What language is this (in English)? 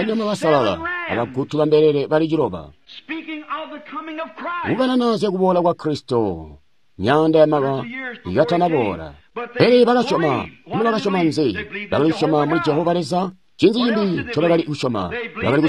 Tonga (Zambia)